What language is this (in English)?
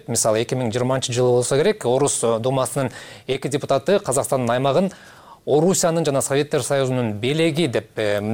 Kyrgyz